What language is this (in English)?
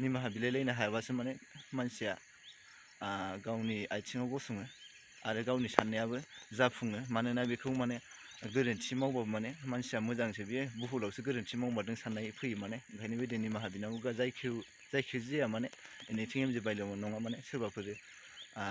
Bodo